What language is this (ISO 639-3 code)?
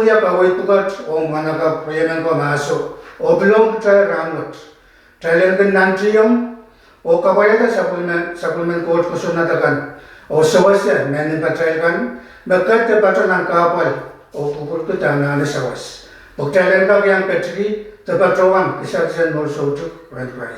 pon